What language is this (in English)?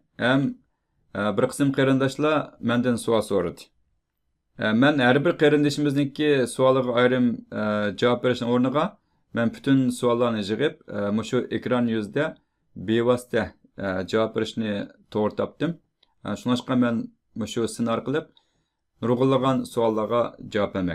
Uyghur